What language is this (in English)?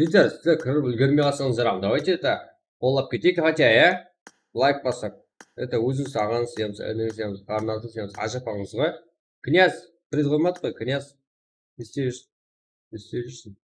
Kara-Kalpak